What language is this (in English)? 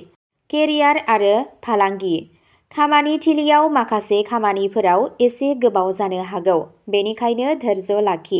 Bodo